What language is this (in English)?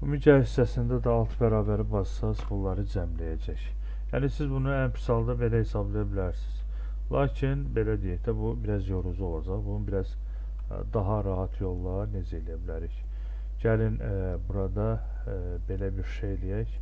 Azerbaijani